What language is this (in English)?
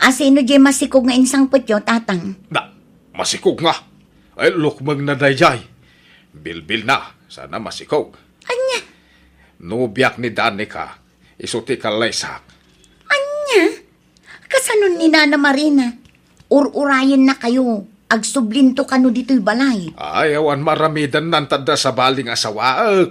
Iloko